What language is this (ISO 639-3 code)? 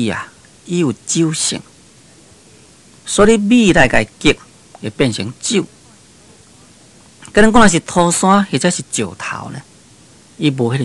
nan